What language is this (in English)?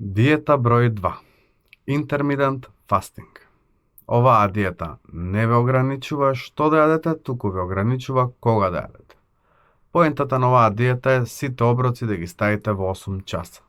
Macedonian